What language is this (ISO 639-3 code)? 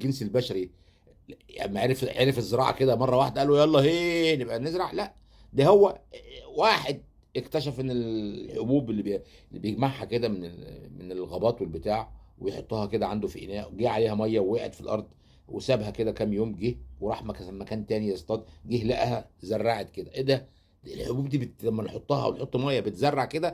arz